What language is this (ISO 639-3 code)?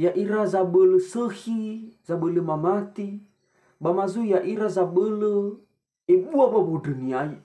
nia